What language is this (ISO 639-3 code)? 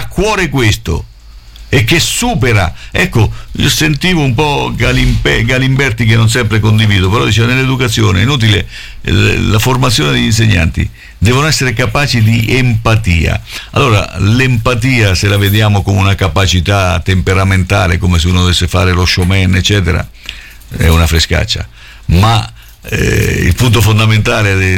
ita